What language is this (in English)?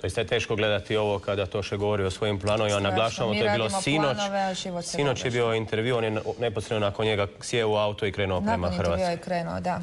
Macedonian